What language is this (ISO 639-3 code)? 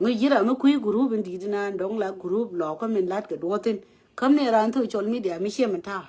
nus